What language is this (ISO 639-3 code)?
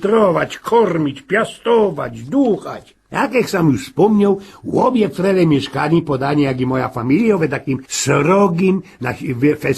szl